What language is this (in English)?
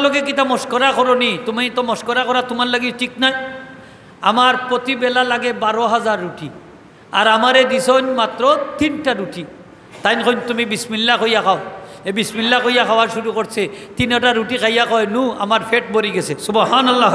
Sylheti